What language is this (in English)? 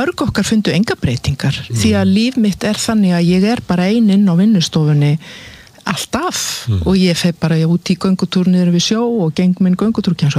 Icelandic